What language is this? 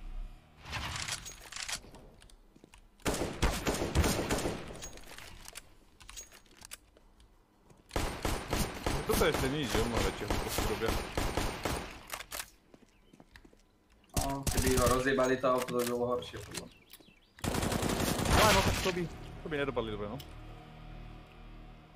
Slovak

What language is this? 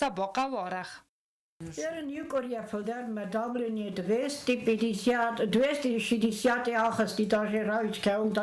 Ossetic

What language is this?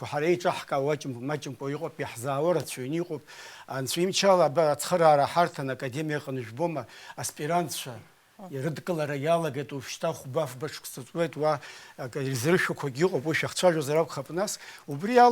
Abkhazian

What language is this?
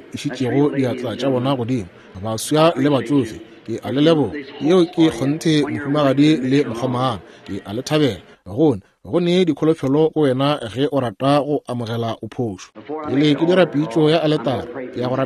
Northern Sotho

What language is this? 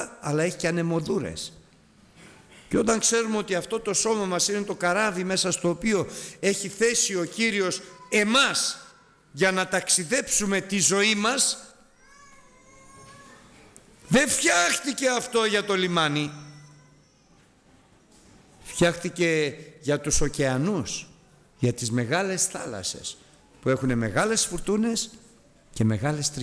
Greek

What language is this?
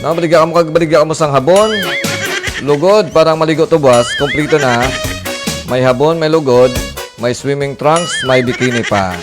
Hiligaynon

